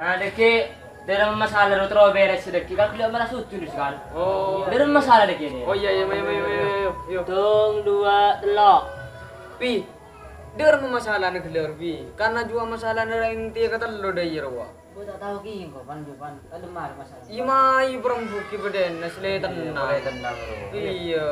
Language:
Madurese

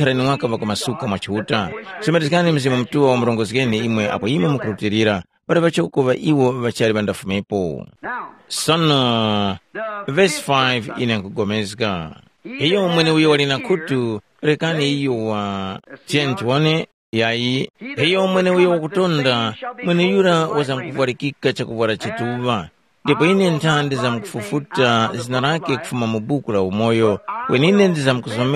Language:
Tumbuka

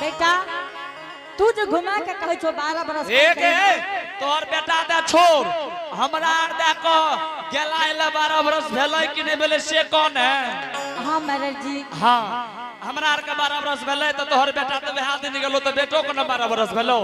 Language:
Angika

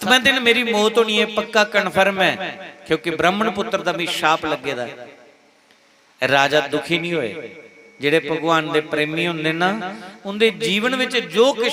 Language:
Dogri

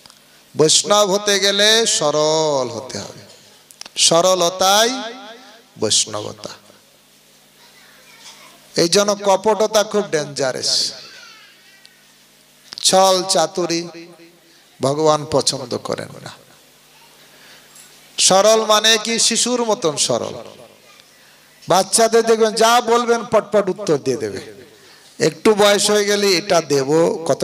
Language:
Bangla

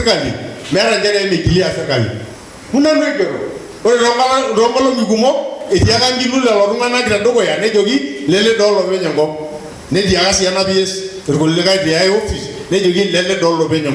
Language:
Masai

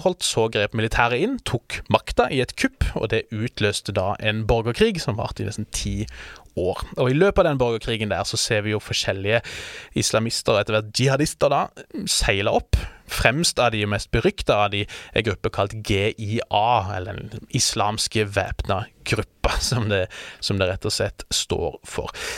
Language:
Norwegian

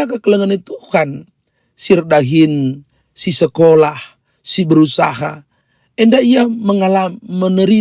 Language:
Batak Karo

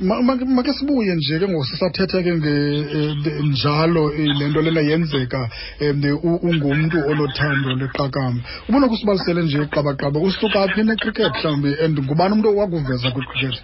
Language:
Xhosa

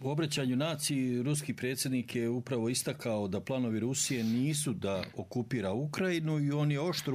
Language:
Bosnian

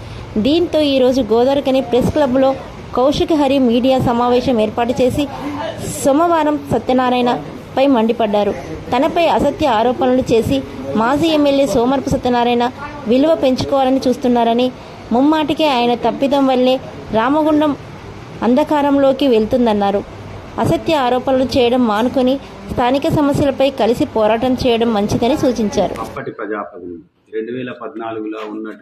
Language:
Telugu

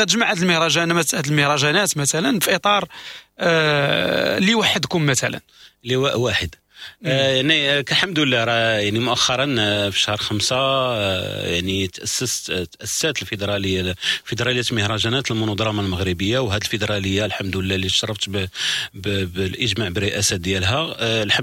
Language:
Moroccan Arabic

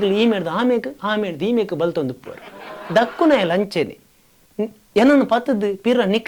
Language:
Tulu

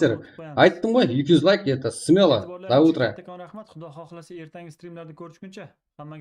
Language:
Kara-Kalpak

